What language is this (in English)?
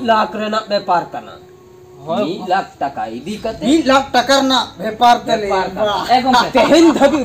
Santali